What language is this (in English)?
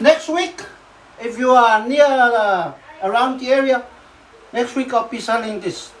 Samoan